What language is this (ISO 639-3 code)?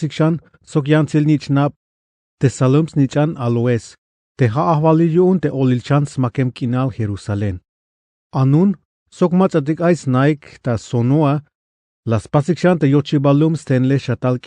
tzh